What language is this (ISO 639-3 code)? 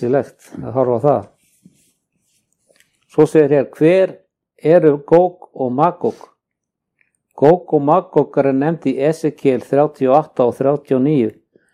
isl